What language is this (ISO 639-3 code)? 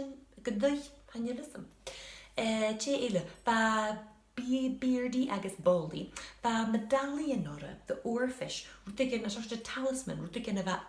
gla